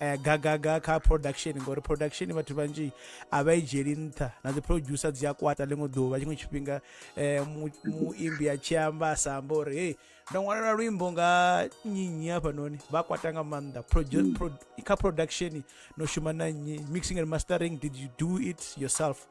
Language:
Venda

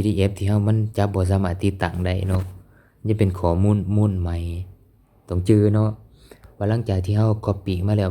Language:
Lao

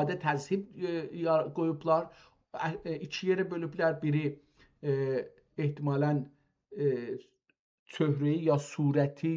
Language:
South Azerbaijani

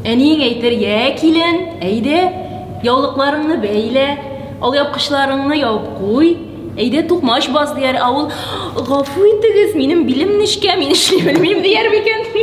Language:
Tatar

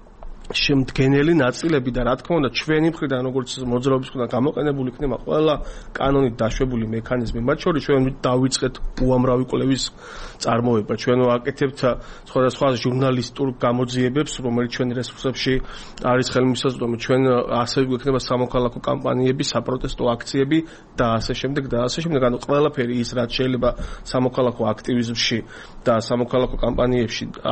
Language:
Georgian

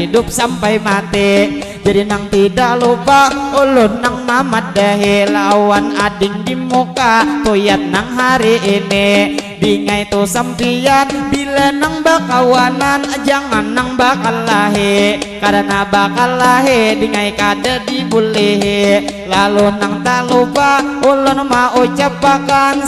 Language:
Banjar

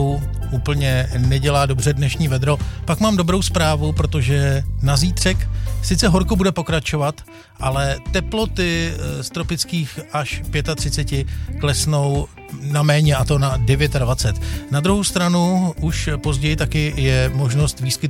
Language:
Czech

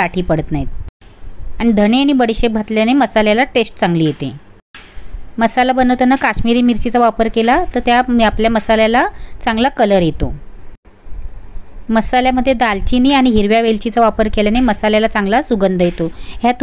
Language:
Marathi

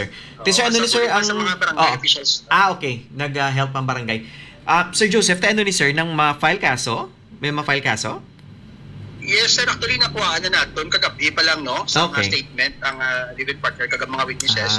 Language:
Filipino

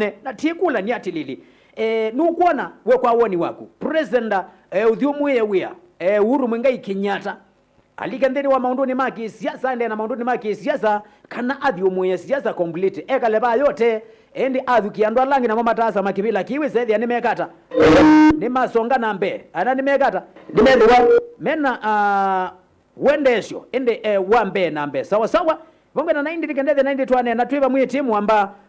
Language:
Kamba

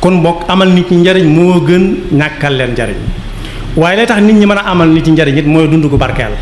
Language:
Wolof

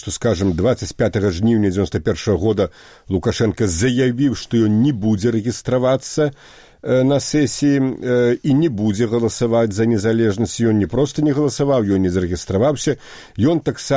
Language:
Belarusian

